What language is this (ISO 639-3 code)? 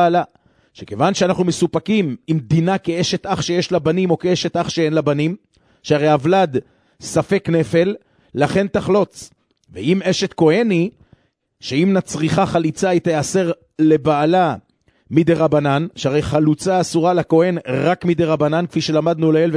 heb